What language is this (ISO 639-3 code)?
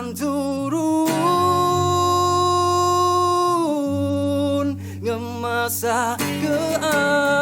iba